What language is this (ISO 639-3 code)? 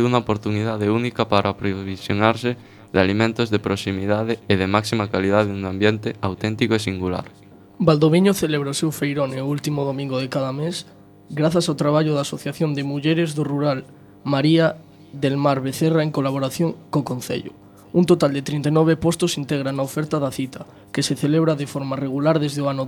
glg